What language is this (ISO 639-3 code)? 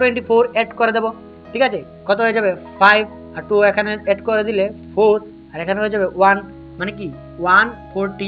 ben